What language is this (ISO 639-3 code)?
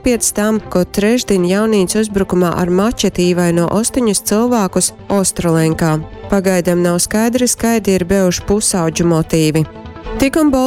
ltg